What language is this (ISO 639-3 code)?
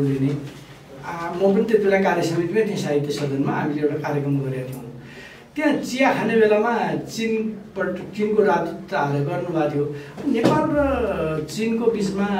nep